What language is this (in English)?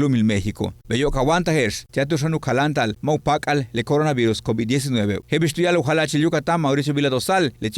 Yucateco